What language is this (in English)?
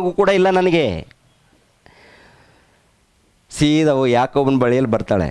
Kannada